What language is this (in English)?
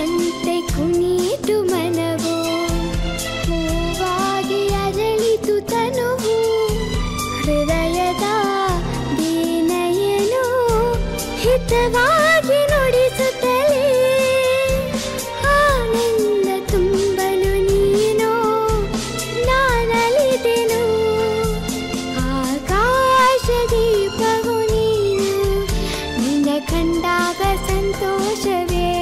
Kannada